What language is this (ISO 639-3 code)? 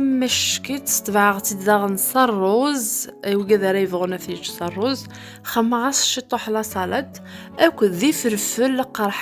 kab